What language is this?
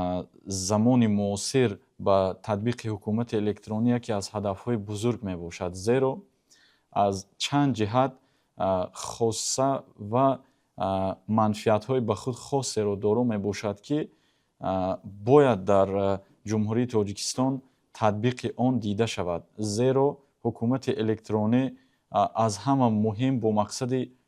Tajik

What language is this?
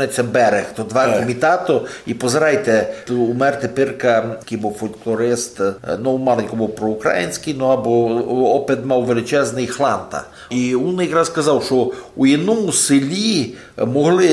Rusyn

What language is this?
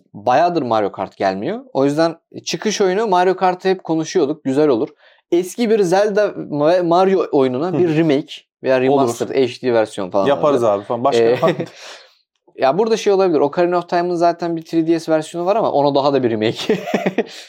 Turkish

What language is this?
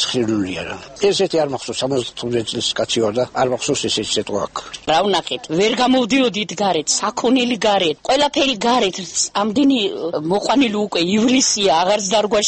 Georgian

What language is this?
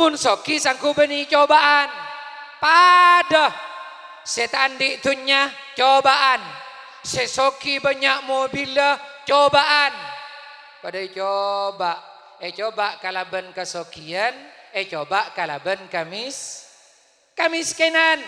Madurese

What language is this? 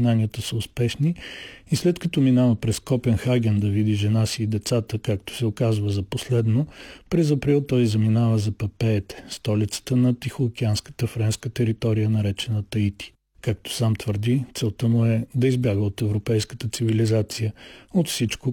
Bulgarian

